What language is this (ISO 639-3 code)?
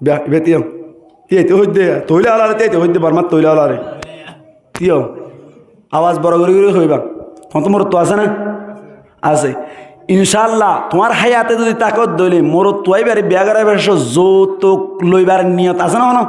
rhg